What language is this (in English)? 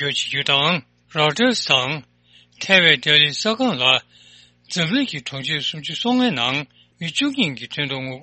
Tibetan